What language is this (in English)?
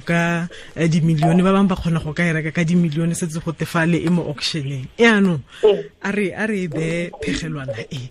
Tswana